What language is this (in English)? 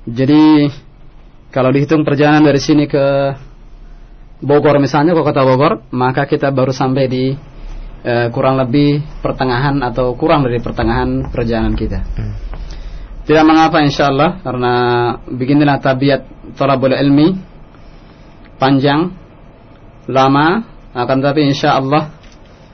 Indonesian